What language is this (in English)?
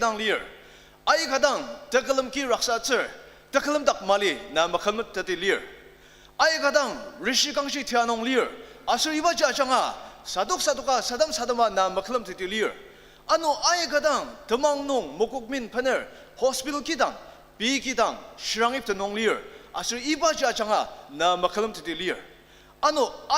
Ao Naga